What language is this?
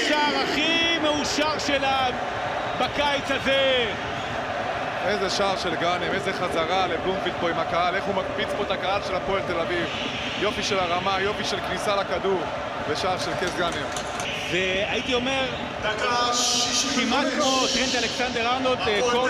Hebrew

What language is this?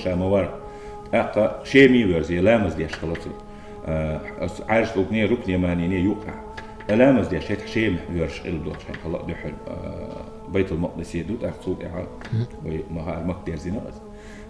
Chechen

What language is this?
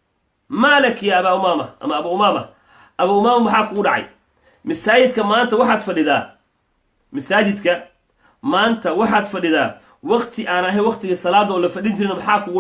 Somali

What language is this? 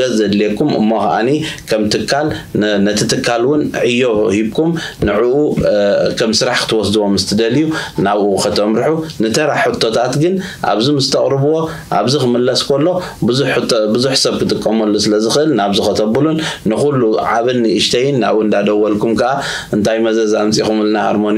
Tigrinya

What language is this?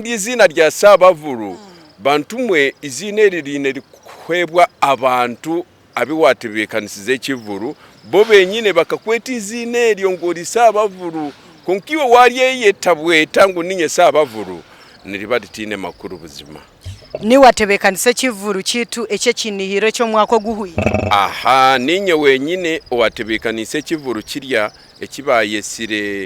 Nyankole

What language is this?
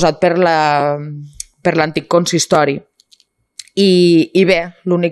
Catalan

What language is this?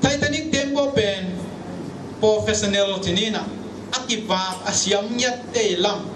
Tedim Chin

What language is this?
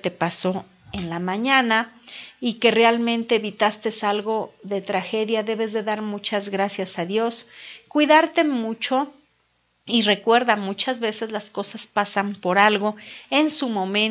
Spanish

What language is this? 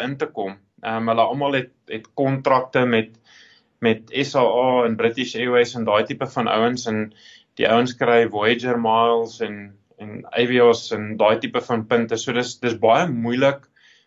Afrikaans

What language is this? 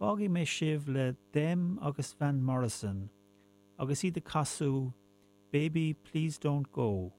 Irish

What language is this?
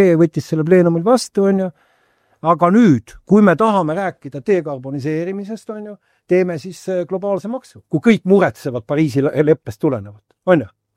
Estonian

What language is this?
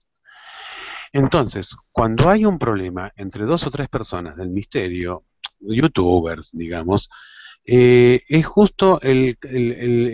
Spanish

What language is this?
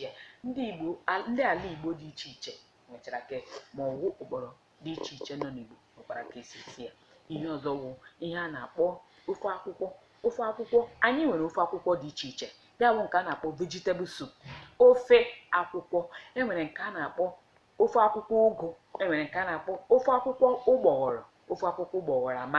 Igbo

